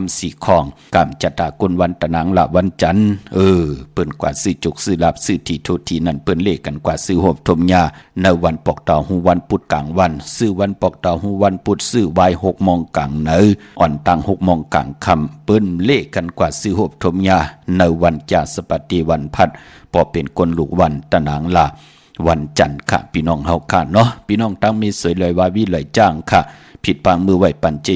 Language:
Shan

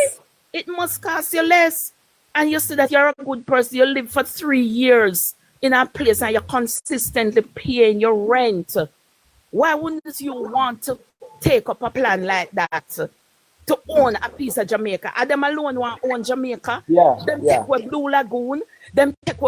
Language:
Jamaican Creole English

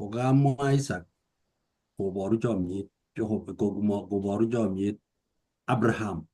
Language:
Kalenjin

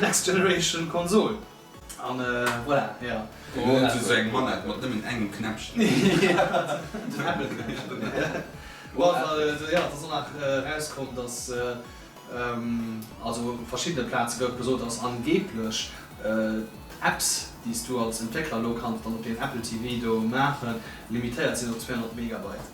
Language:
Luxembourgish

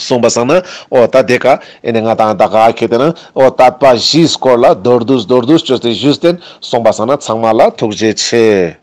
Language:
Ladakhi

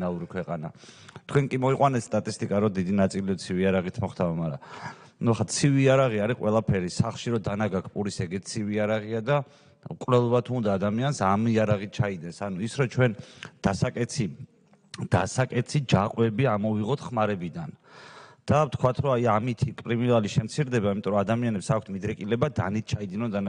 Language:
Georgian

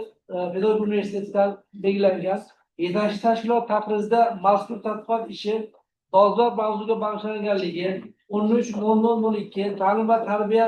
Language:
Uzbek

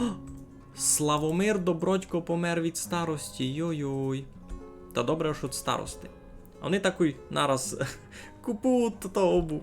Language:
Rusyn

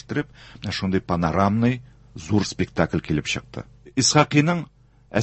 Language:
Tatar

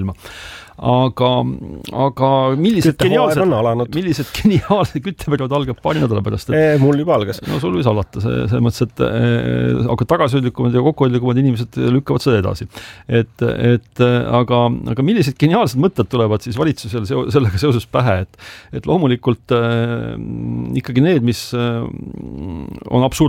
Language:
Estonian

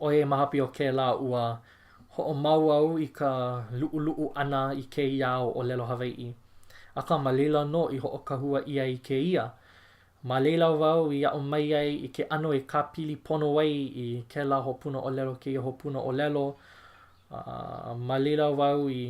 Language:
Hawaiian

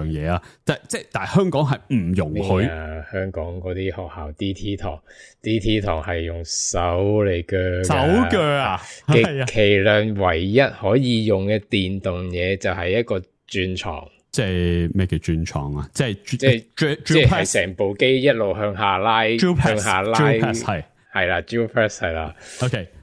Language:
Cantonese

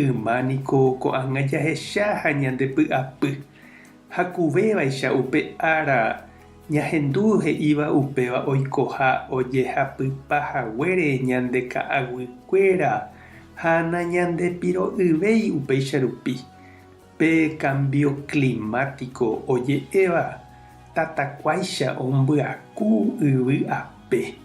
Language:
Guarani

